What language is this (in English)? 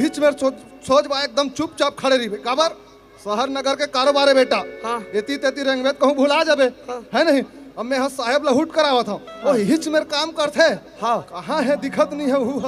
Chhattisgarhi